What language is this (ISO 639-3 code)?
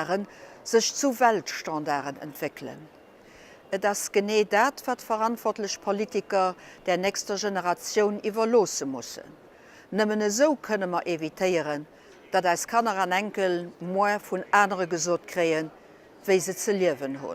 ltz